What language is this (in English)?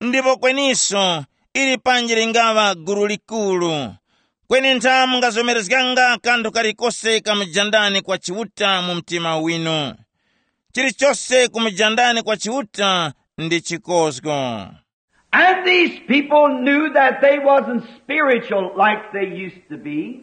Tumbuka